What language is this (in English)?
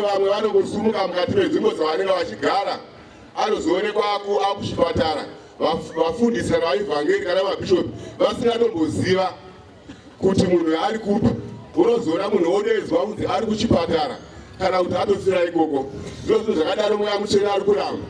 Shona